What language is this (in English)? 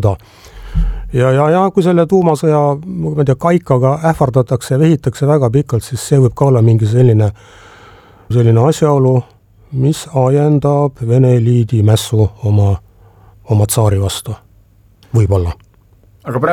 Estonian